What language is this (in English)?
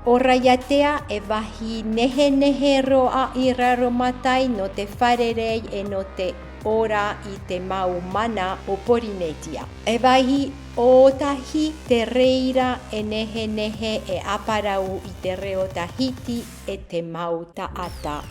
Tahitian